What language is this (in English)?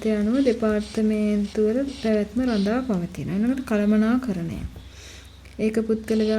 Sinhala